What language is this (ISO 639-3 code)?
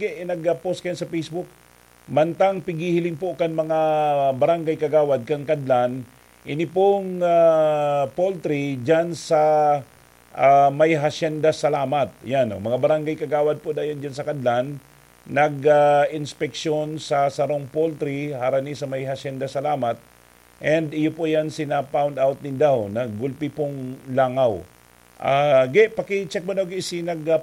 bik